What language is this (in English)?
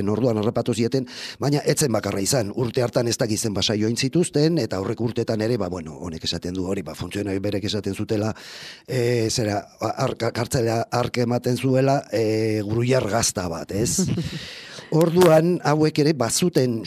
Basque